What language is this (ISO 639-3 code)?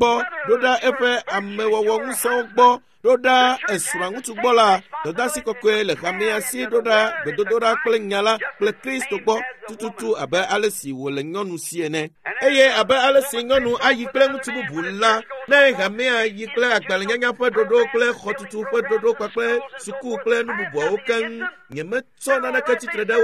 ewe